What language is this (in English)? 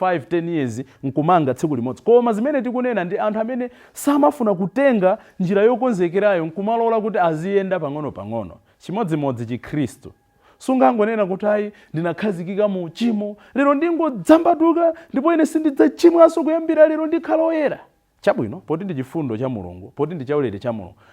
Nyanja